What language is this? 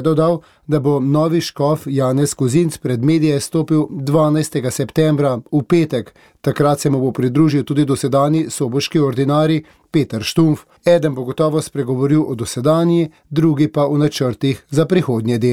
Slovenian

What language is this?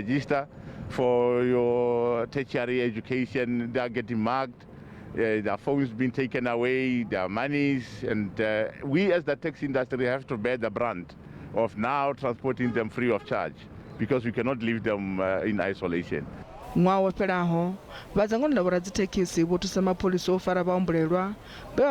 Venda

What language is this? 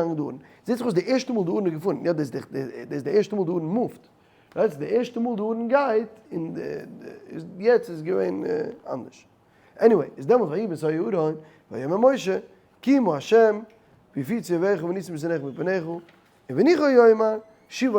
Yiddish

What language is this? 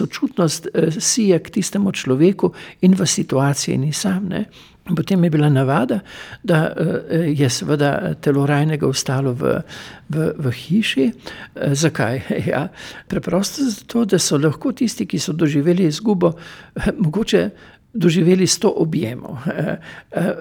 Slovenian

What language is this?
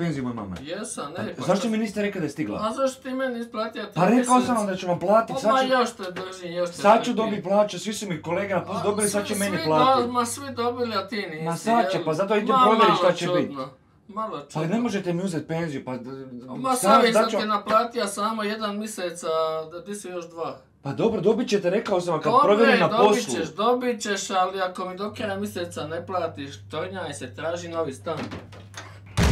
Croatian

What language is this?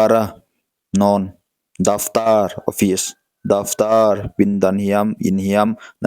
Paite Chin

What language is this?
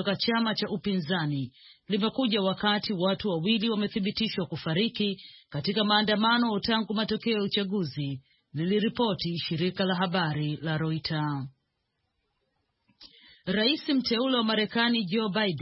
Swahili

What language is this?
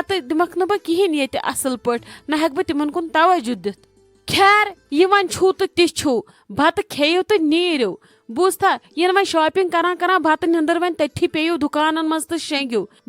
Kashmiri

